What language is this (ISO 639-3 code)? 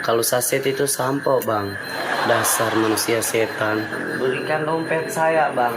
abs